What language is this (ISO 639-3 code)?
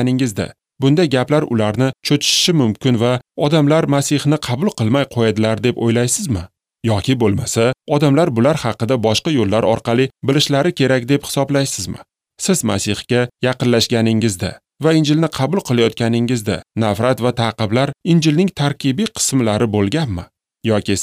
uzb